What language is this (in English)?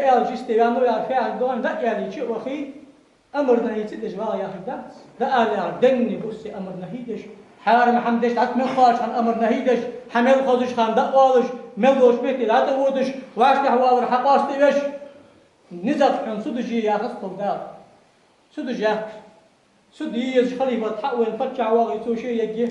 Ingush